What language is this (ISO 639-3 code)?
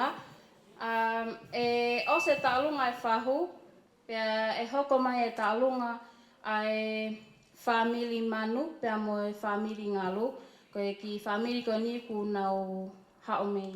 ton